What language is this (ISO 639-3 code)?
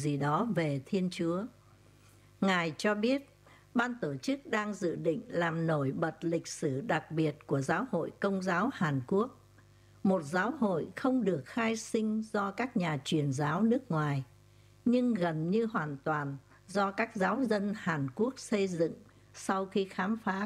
vie